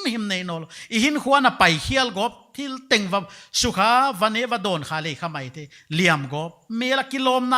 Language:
Paite Chin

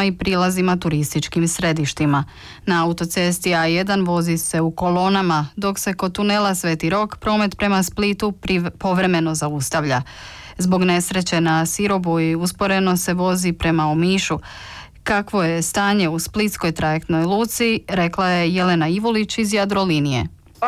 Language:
Croatian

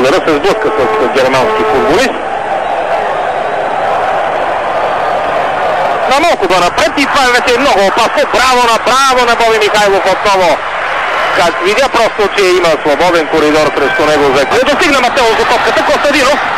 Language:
Bulgarian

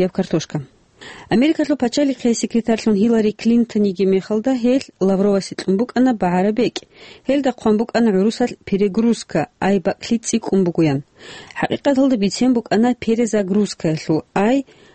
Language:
Avaric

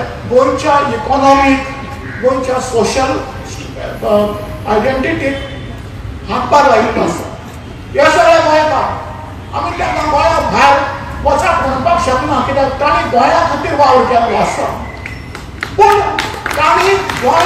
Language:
Konkani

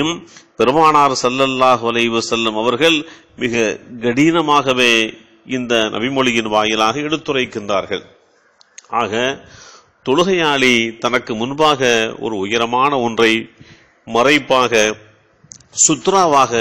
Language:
Tamil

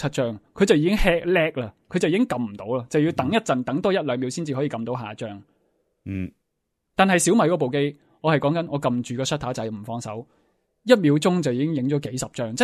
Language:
Cantonese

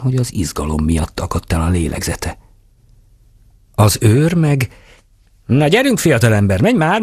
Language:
Hungarian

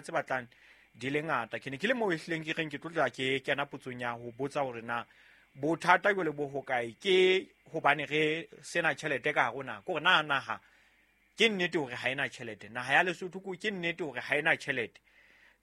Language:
Southern Sotho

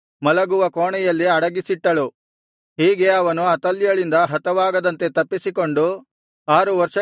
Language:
Kannada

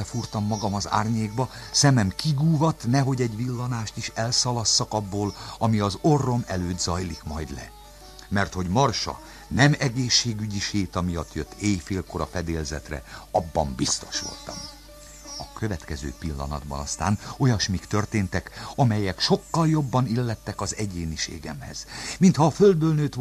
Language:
Hungarian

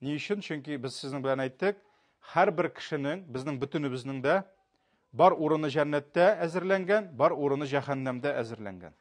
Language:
Tatar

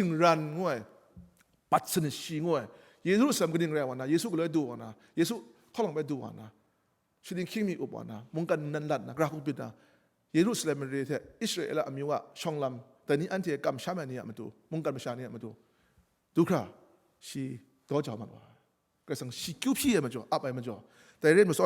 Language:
Kachin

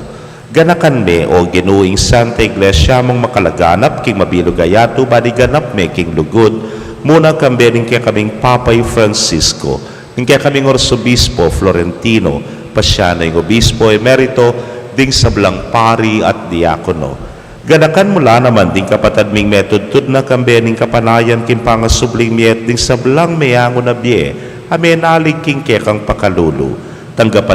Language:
Pampanga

